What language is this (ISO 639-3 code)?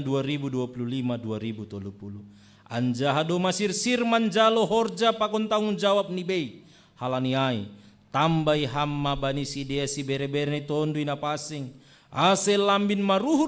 bts